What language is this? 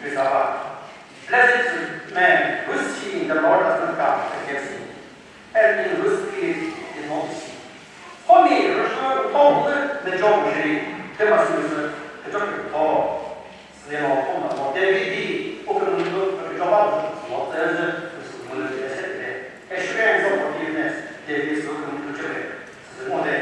Chokri Naga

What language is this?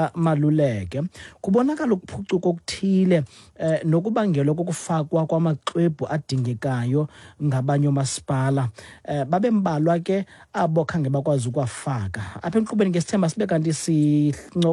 Xhosa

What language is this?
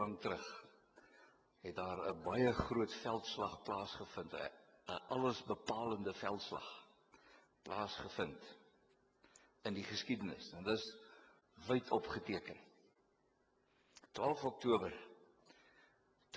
Afrikaans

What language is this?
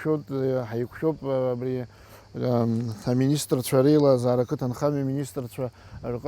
Abkhazian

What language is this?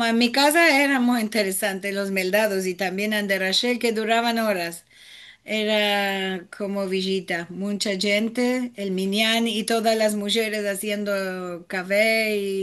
Ladino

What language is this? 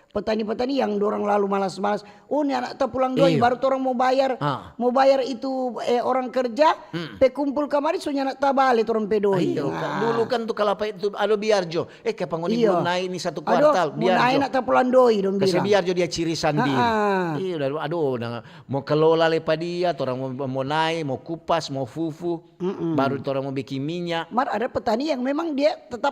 Manado Malay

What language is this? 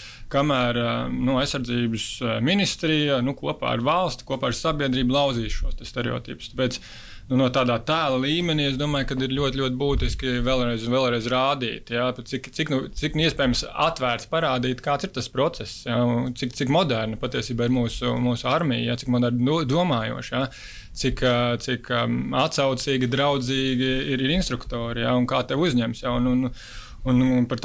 Latvian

